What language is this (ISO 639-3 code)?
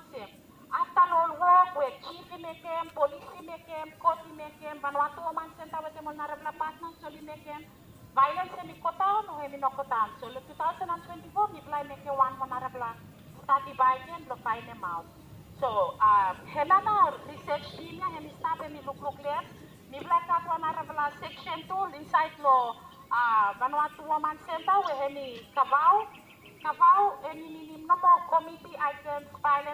bis